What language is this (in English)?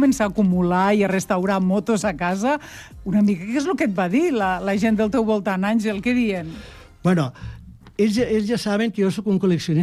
Catalan